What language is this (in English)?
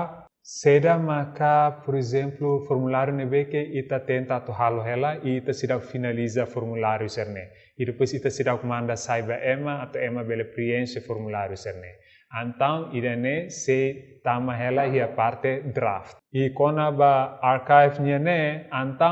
Tetum